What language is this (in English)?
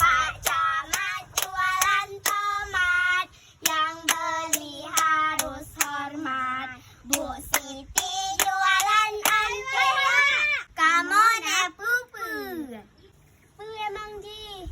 Achinese